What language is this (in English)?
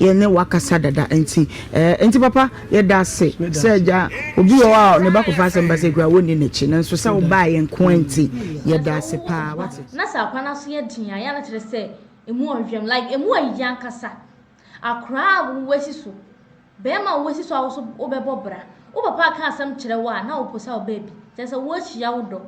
Akan